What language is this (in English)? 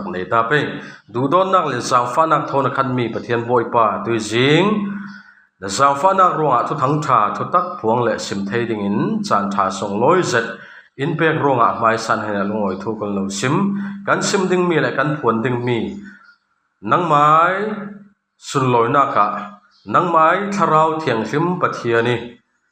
Falam Chin